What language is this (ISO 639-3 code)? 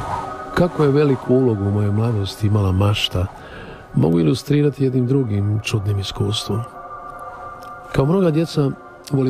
hrv